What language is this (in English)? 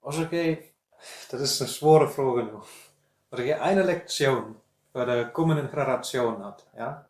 Westphalien